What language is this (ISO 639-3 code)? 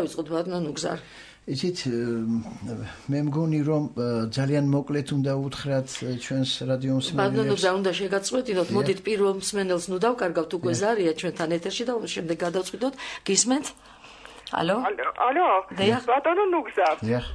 kat